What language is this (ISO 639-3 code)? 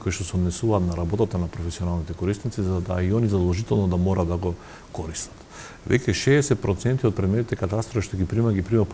mkd